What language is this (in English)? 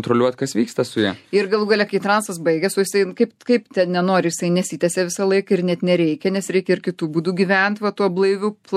Lithuanian